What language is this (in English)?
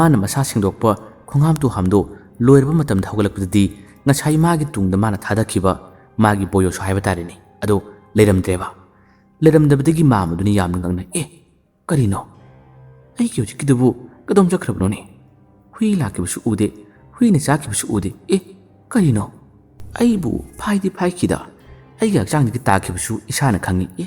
Manipuri